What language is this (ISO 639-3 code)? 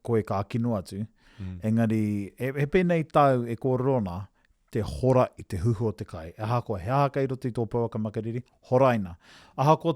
mri